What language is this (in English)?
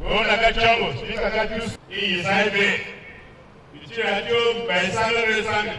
Tiv